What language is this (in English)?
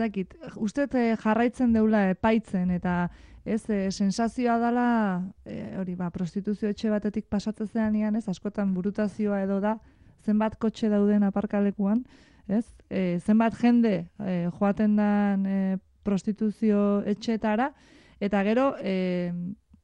Basque